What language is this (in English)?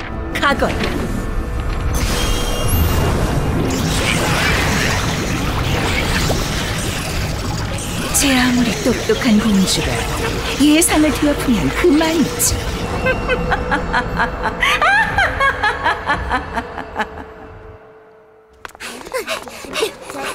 Korean